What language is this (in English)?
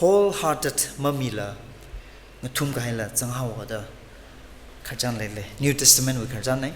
Tangkhul Naga (India)